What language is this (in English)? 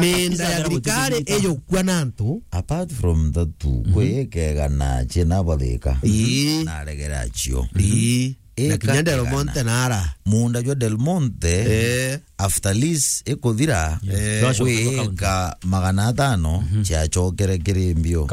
Meru